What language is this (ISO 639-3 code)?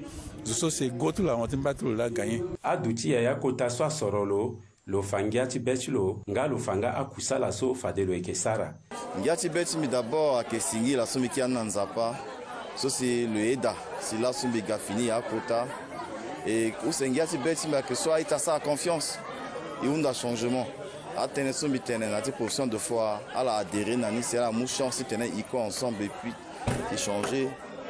sag